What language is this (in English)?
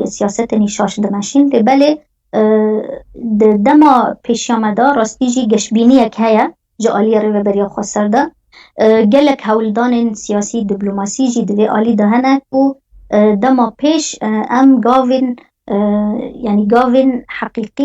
Kurdish